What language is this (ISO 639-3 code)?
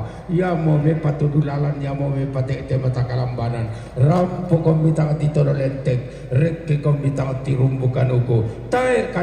sda